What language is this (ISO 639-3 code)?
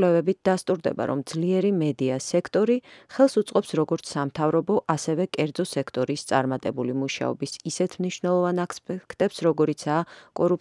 kat